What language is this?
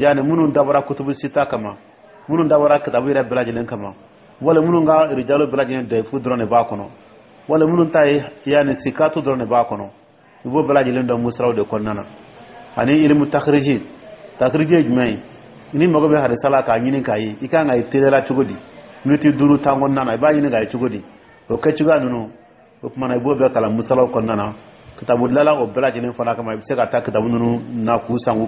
Dyula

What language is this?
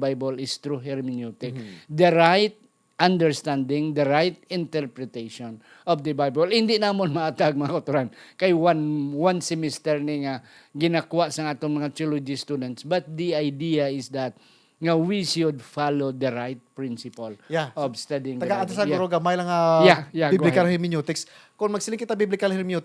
Hiligaynon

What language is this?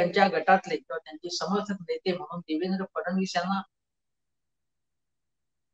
Marathi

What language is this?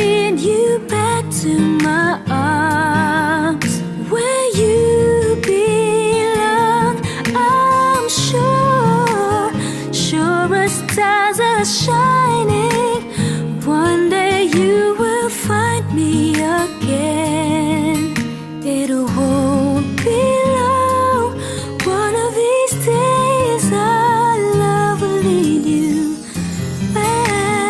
English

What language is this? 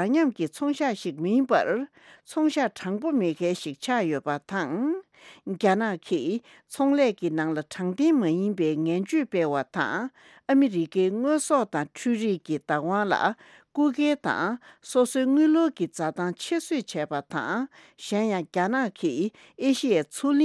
Tibetan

